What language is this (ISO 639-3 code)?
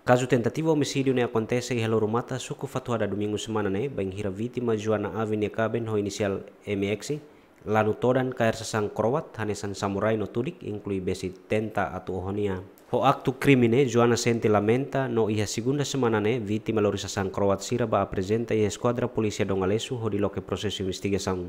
tet